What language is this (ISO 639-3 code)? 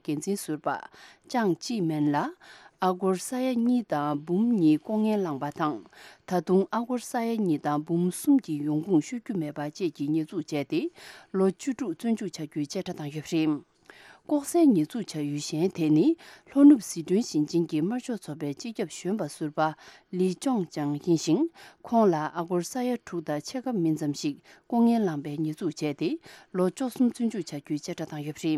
bod